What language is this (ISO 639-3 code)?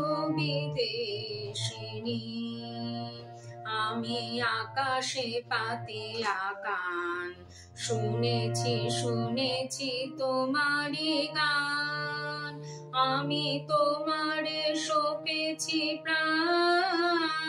ben